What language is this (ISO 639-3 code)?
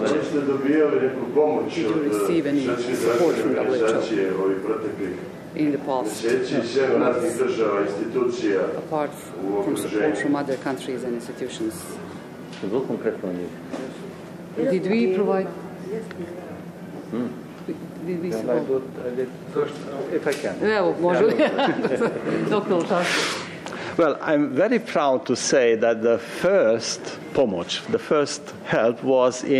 hrv